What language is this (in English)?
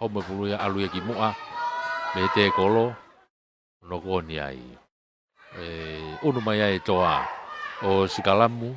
Tongan